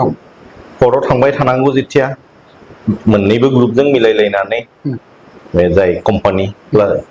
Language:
Bodo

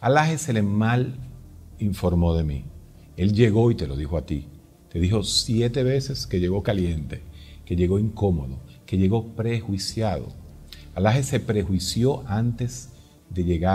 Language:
Spanish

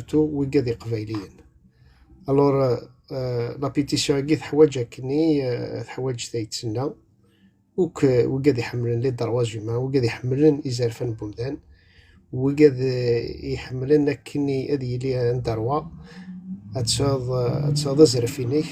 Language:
Kabyle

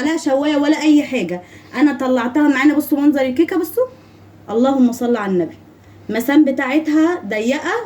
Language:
Egyptian Arabic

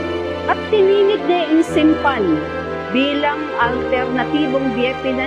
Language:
Pampanga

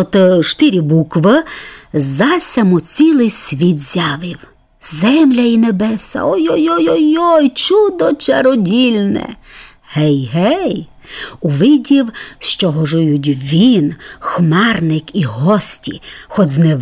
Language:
Rusyn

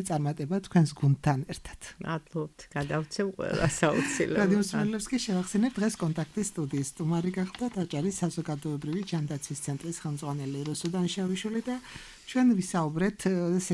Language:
Georgian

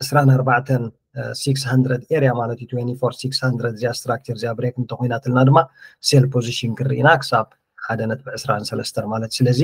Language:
Tigrinya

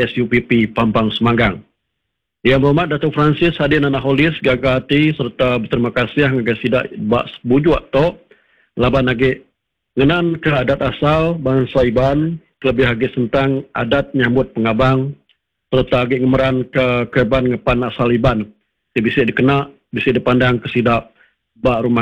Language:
Iban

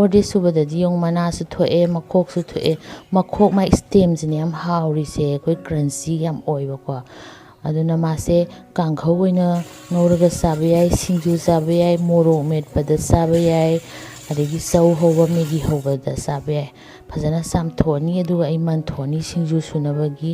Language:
Manipuri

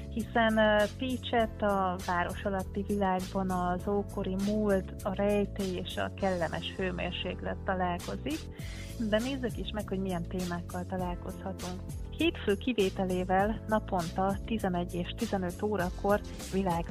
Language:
Hungarian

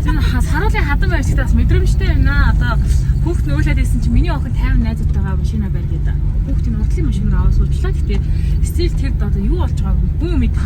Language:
Mongolian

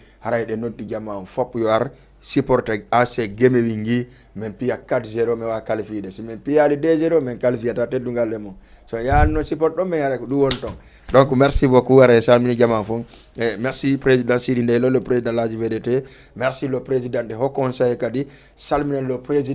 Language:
Fula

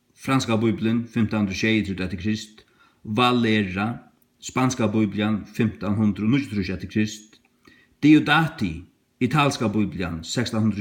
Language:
Faroese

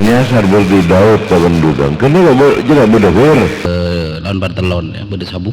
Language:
Madurese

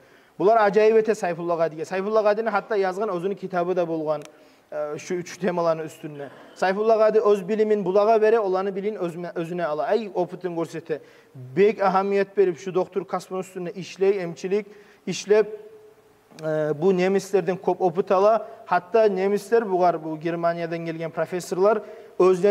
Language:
Kumyk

